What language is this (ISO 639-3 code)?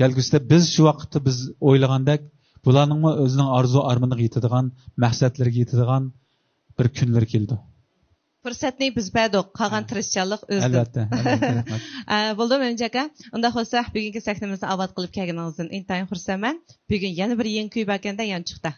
uig